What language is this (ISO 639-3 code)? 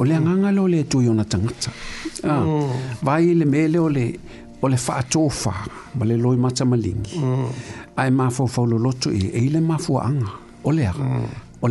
smo